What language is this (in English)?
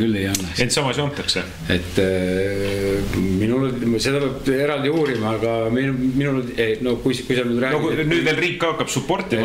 Estonian